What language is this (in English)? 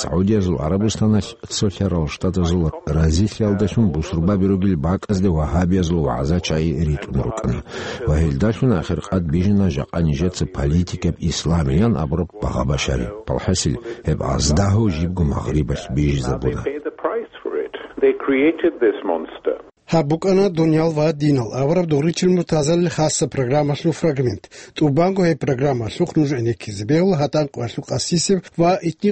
Avaric